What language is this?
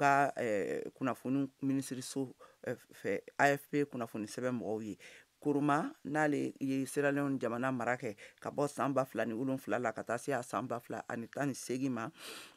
Bambara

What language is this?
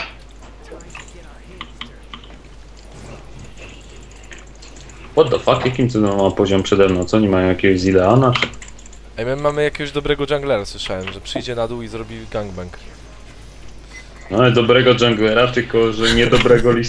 Polish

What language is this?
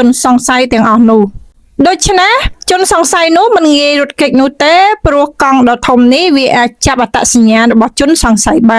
Khmer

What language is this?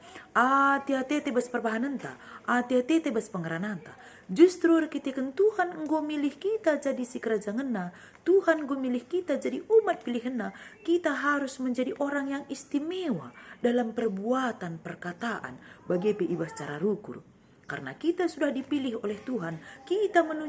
Batak Karo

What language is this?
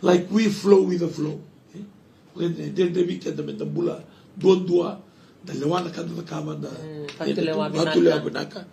Fijian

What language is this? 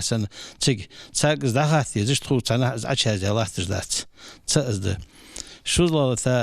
Ingush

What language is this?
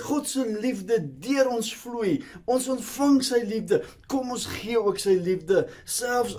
Afrikaans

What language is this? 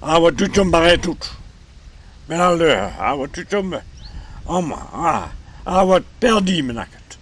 Breton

